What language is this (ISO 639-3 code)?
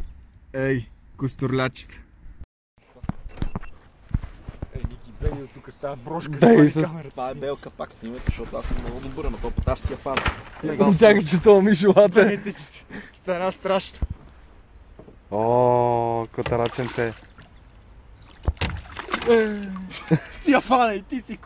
bul